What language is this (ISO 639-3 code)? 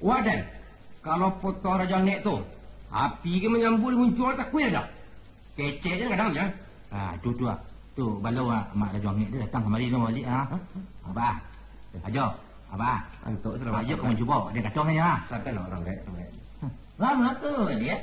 min